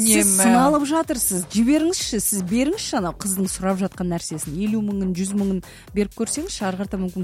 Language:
Kazakh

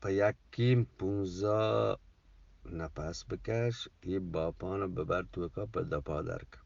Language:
Eastern Balochi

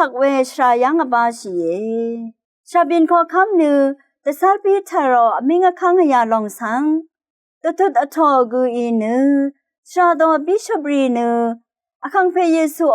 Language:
Rawang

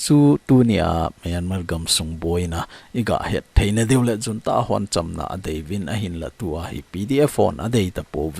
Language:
Thado Chin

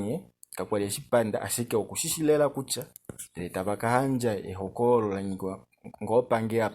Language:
Kuanyama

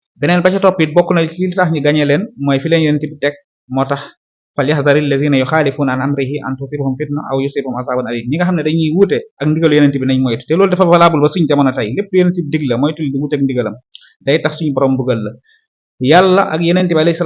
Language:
Wolof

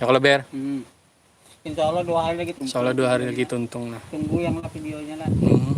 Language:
Banjar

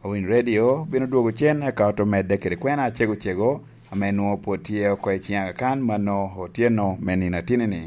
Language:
Lango (Uganda)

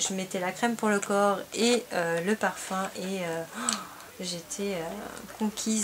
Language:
French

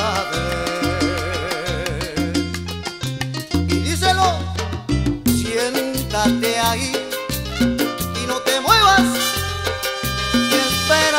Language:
Spanish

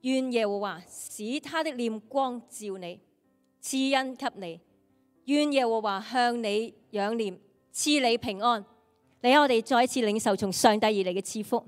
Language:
Cantonese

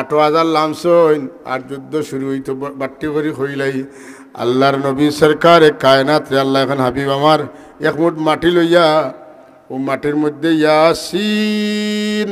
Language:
Sylheti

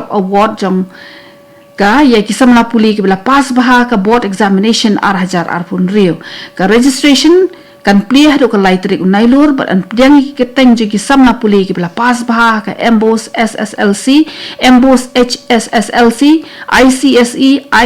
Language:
Khasi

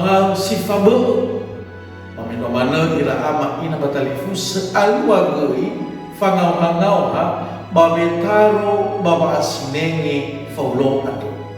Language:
Nias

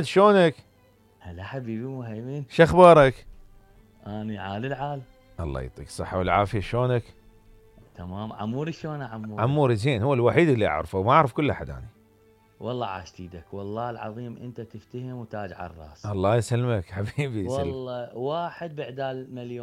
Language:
Mesopotamian Arabic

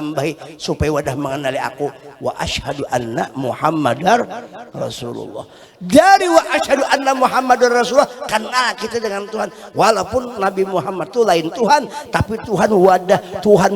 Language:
Banjar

